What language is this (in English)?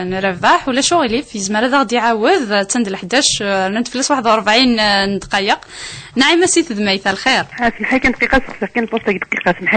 Kabyle